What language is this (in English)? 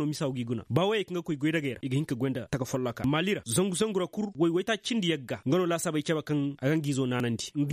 Koyraboro Senni